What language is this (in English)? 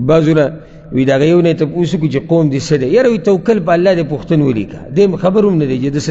Pashto